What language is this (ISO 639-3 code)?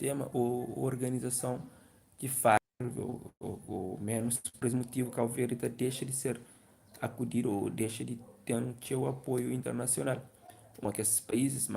kea